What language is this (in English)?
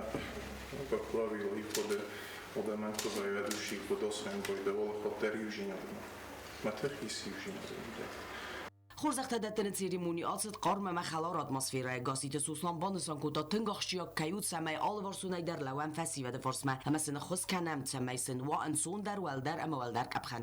Ossetic